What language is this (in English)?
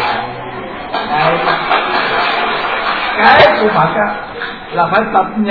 Vietnamese